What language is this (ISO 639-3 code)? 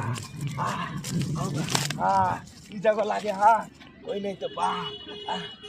mai